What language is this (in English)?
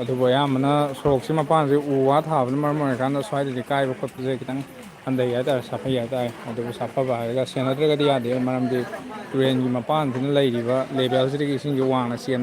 Manipuri